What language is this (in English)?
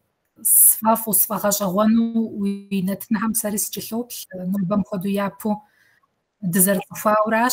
Kabardian